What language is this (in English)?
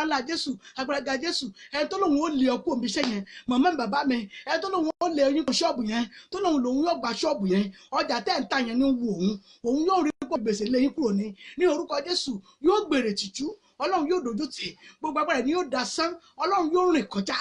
Yoruba